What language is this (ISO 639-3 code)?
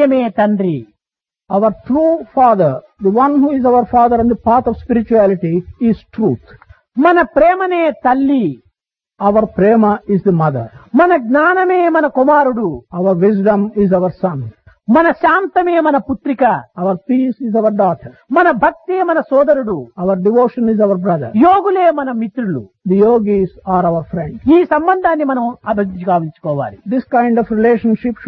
tel